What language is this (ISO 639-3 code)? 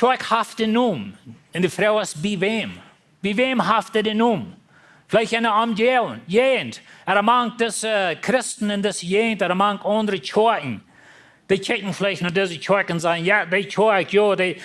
pdt